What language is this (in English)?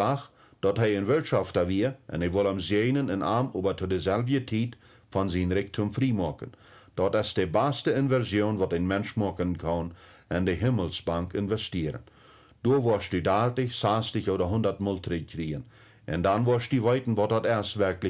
Plautdietsch